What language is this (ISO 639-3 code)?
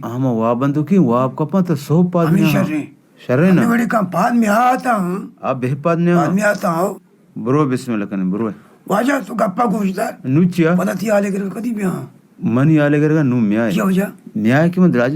bal